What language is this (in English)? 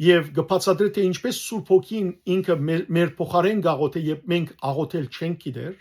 Western Armenian